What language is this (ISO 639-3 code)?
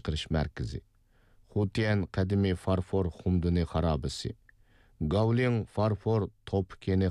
uig